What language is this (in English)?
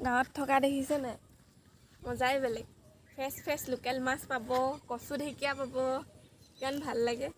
Assamese